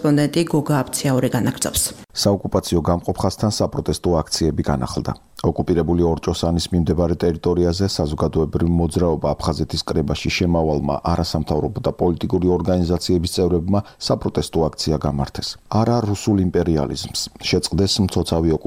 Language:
Georgian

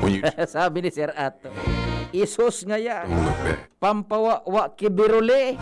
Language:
Bikol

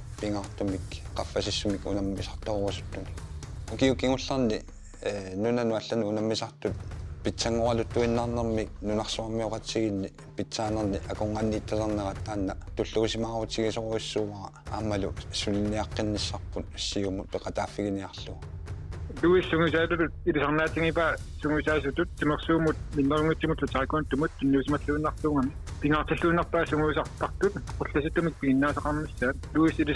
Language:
Kalaallisut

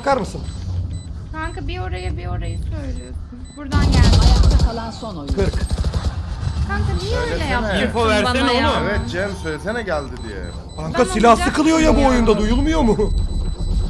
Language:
Turkish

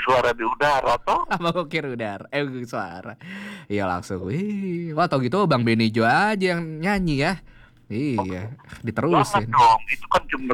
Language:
Indonesian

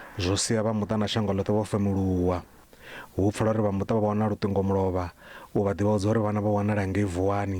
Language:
Venda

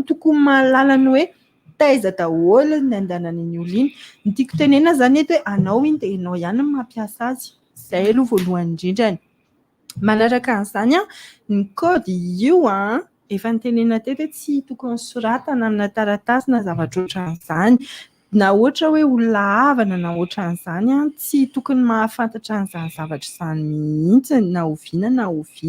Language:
Malagasy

